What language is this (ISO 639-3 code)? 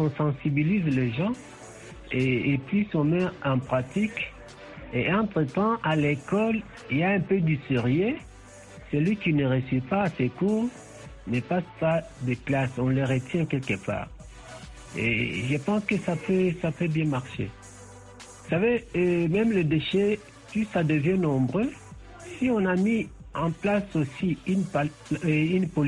fra